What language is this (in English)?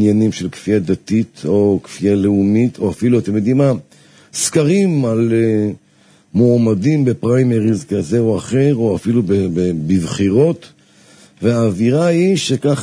Hebrew